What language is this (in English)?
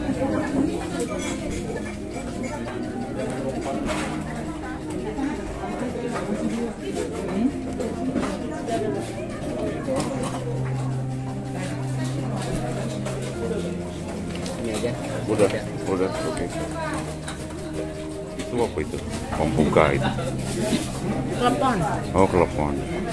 Indonesian